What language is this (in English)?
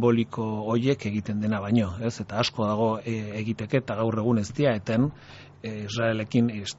Basque